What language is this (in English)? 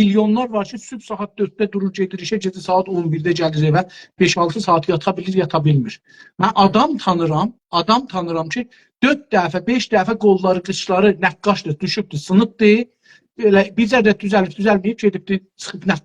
South Azerbaijani